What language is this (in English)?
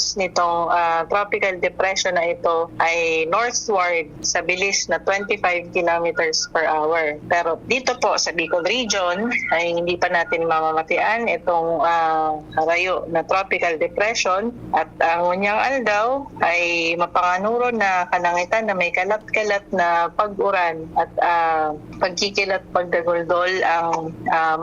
Bikol